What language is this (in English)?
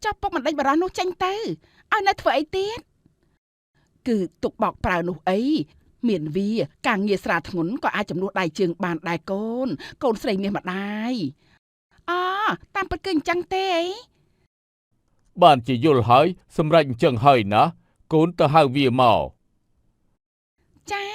Khmer